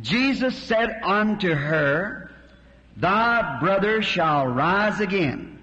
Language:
Makhuwa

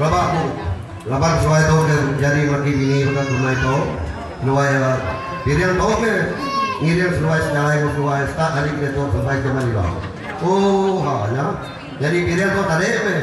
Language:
Iban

